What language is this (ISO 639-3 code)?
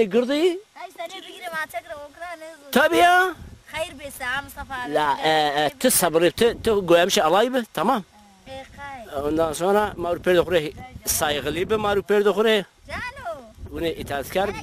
zza